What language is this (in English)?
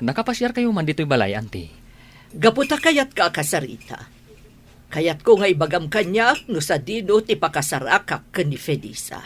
Iloko